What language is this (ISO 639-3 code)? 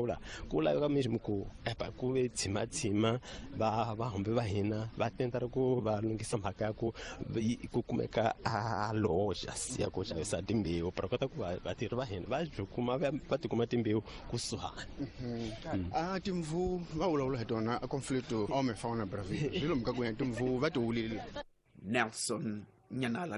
tso